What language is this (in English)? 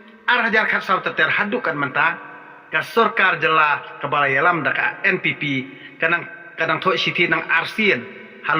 Khasi